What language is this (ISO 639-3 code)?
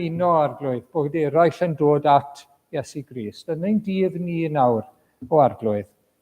cym